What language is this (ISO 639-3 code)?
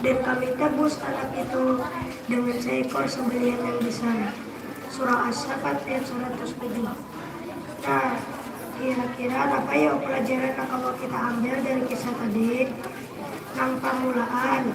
bjn